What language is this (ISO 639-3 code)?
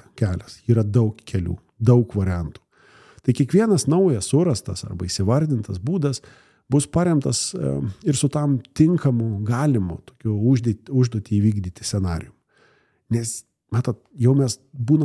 lit